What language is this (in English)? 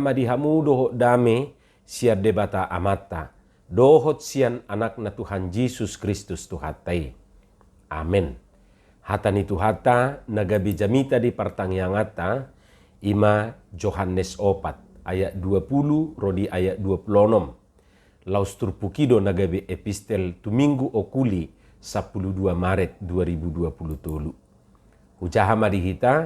Batak Toba